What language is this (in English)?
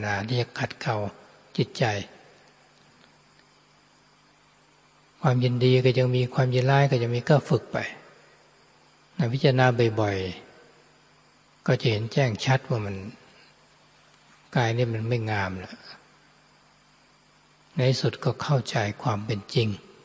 Thai